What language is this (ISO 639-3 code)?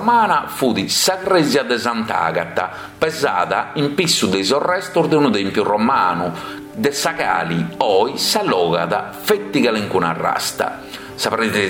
srd